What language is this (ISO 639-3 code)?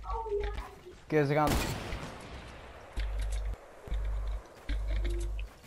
nld